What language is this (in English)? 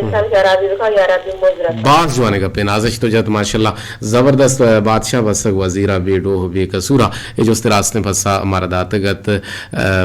Eastern Balochi